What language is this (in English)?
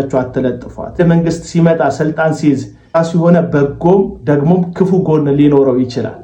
Amharic